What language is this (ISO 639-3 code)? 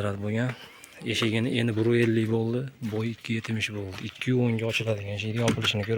uzb